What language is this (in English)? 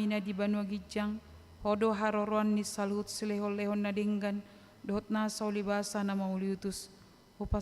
Batak Toba